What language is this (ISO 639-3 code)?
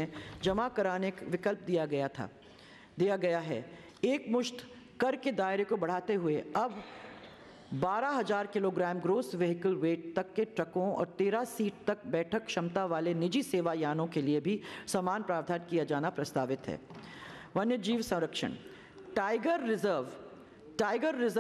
hin